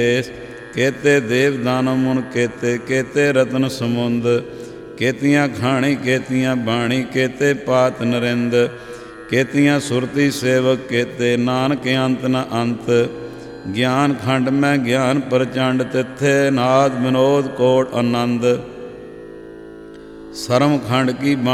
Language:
Punjabi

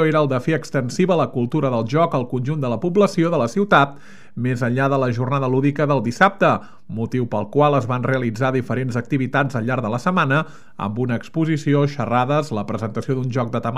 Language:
Catalan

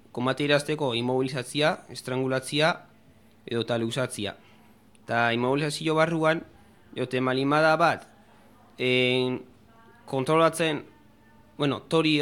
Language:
Basque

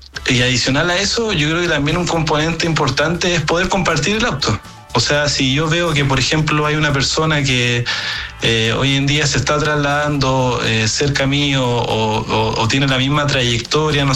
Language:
Spanish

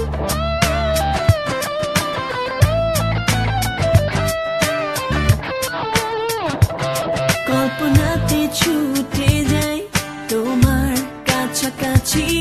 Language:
Bangla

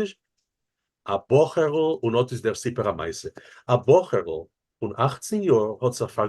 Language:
Yiddish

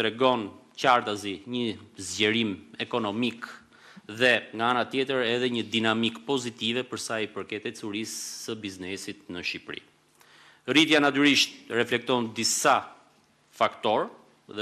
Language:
Albanian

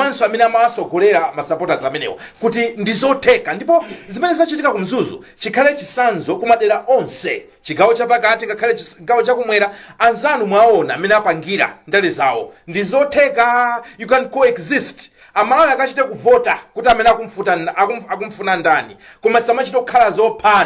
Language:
Nyanja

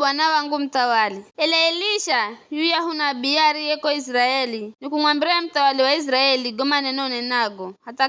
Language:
Giryama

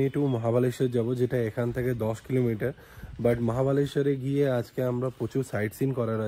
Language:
Bangla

